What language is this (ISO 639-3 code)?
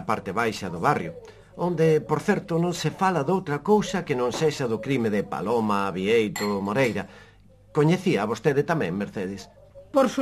glg